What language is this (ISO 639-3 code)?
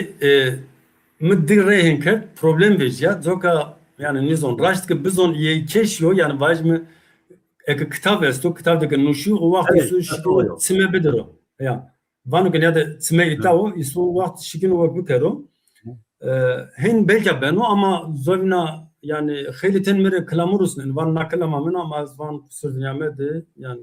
zza